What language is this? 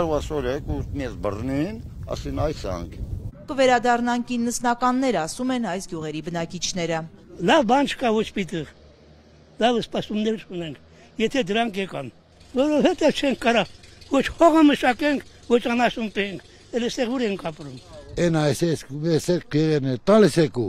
Armenian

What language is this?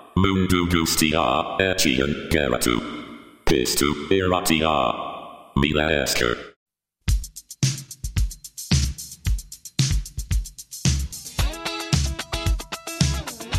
Basque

